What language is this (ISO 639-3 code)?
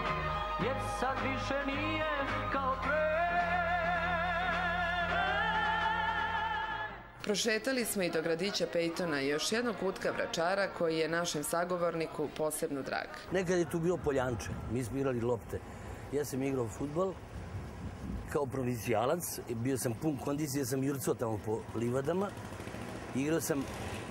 srp